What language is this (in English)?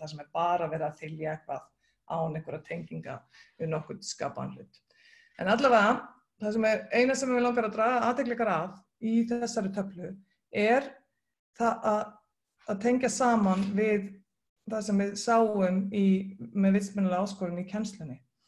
Icelandic